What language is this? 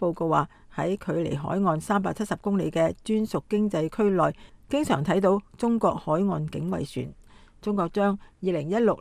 Cantonese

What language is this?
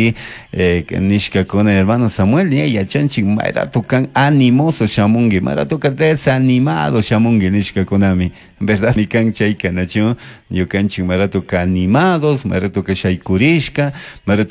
Chimborazo Highland Quichua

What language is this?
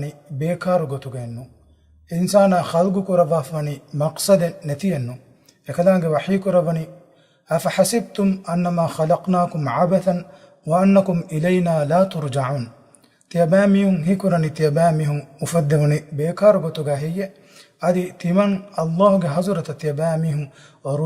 Divehi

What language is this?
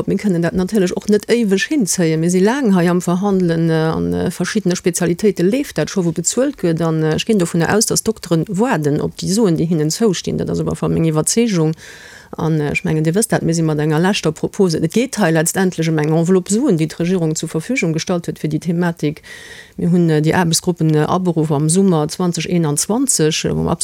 Luxembourgish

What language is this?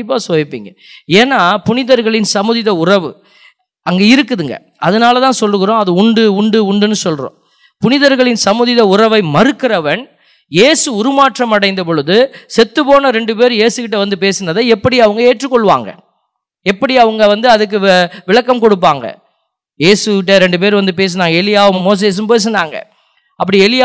Tamil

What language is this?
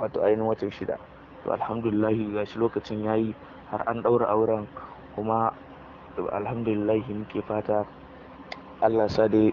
Hausa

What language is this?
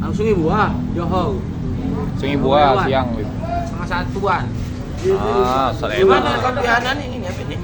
Musi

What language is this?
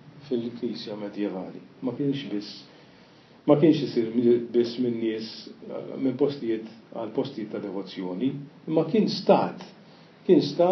Maltese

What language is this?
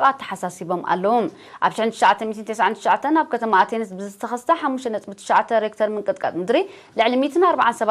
Tigrinya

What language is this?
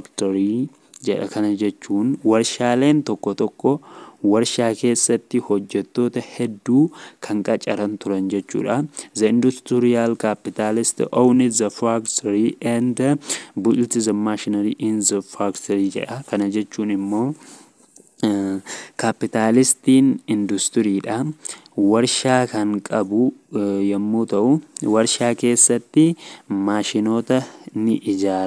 Oromo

